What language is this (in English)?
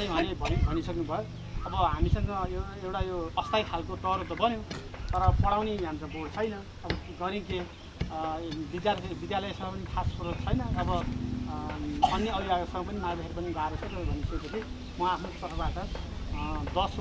Nepali